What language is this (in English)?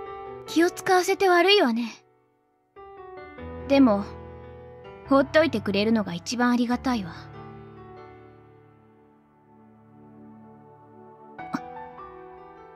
Japanese